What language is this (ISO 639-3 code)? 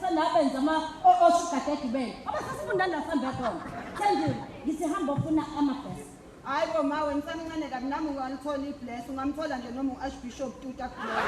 zul